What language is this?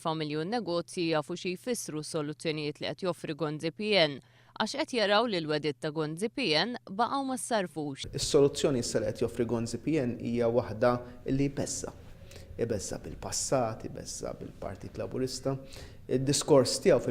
Maltese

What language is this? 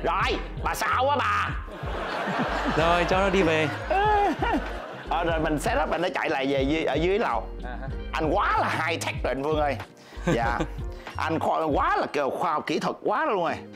Vietnamese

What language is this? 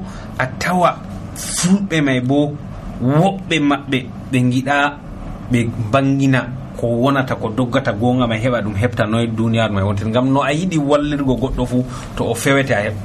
Nigerian Fulfulde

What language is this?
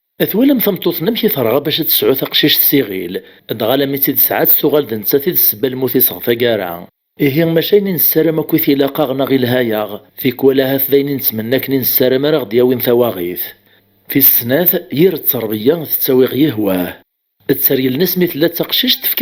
Kabyle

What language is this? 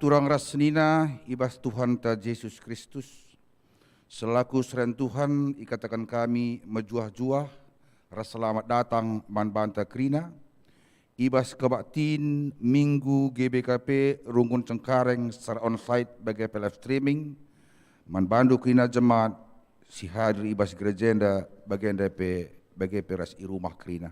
Batak Karo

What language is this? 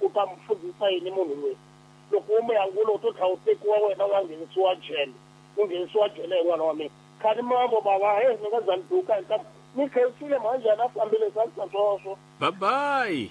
Tsonga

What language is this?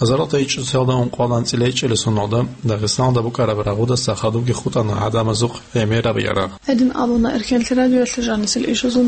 Avaric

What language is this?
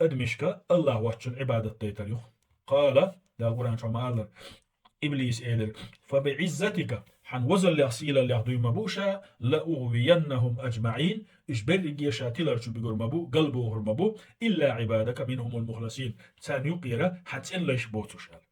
Chechen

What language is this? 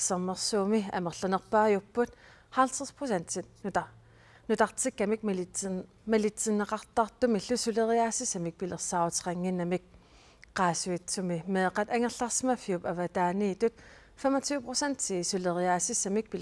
Kalaallisut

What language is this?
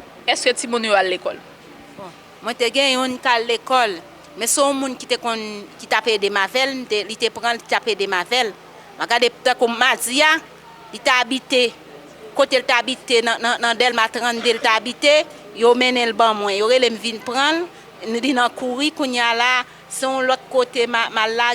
Haitian Creole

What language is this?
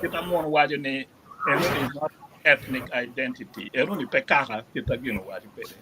Acoli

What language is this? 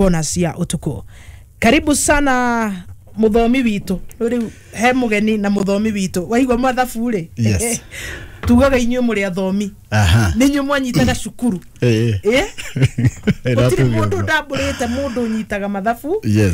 Kikuyu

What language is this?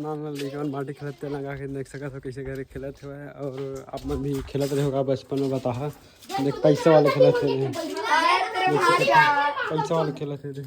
Chhattisgarhi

